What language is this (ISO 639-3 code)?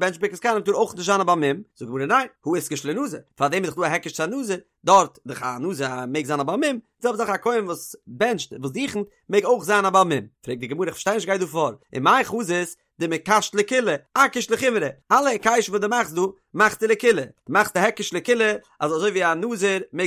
yid